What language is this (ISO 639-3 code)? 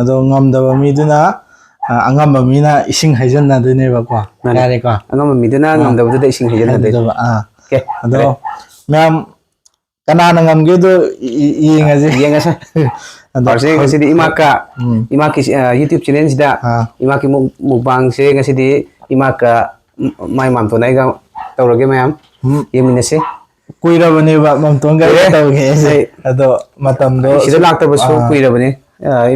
mni